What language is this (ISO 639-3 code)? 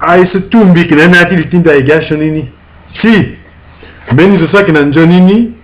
sag